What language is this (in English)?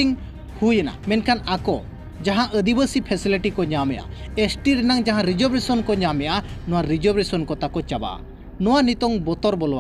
Santali